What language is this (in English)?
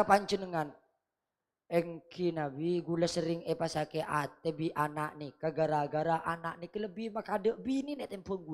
Madurese